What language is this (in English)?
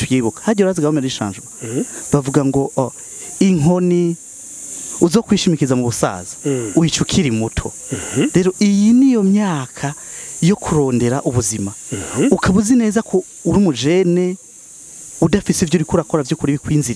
Rundi